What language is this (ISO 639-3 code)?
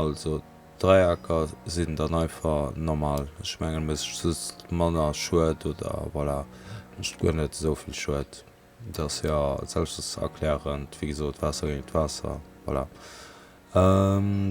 ltz